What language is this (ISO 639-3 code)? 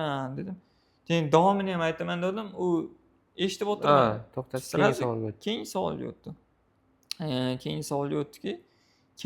uzb